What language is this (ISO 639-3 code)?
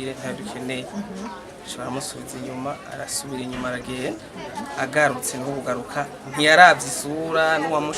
run